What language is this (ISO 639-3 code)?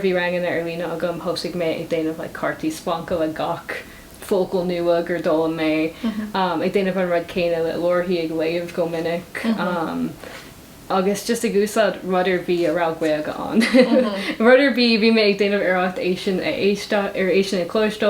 gle